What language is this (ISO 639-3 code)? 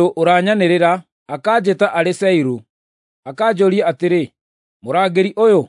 kik